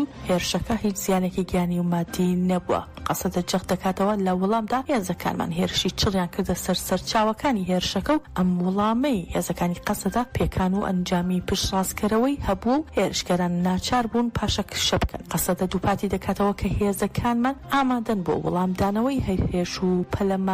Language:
Central Kurdish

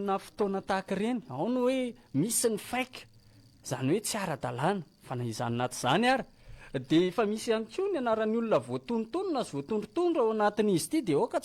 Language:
Malagasy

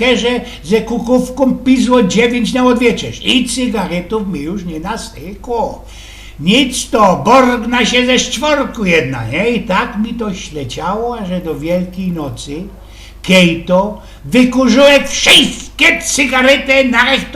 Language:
Silesian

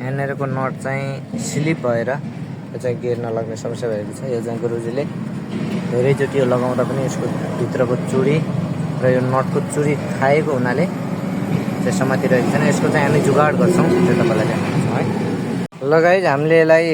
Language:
Nepali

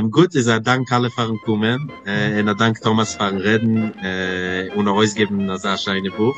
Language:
Yiddish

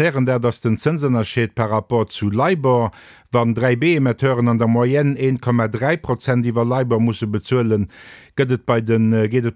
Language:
Luxembourgish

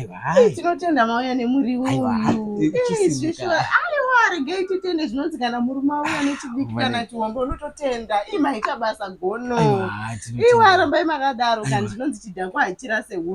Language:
Shona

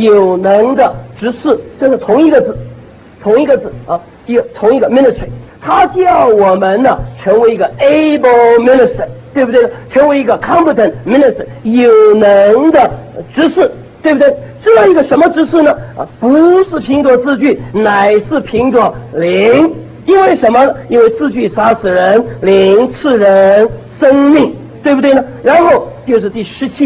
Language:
Chinese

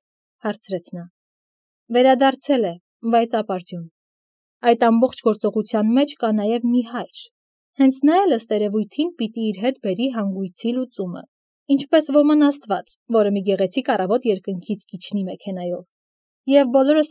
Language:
Armenian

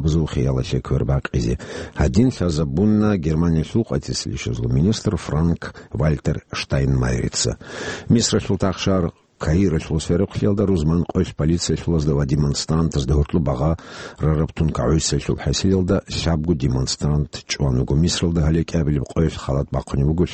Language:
Avaric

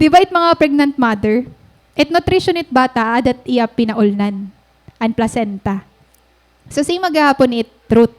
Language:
Waray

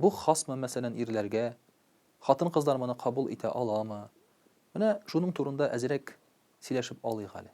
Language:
Tatar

